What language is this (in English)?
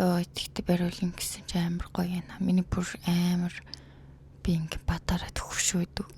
Mongolian